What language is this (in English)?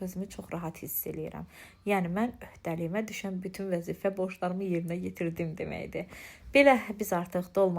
Azerbaijani